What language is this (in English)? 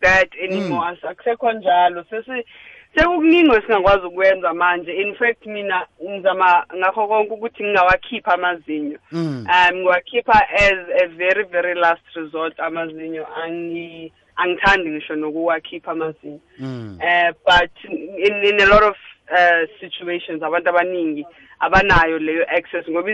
South Ndebele